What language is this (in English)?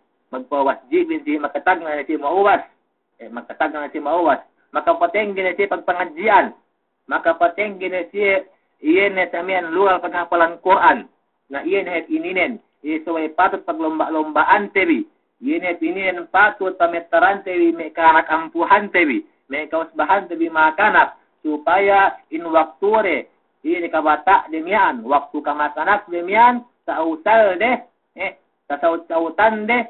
Yakan